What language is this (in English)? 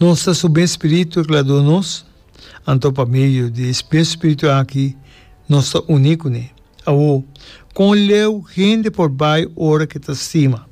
Papiamento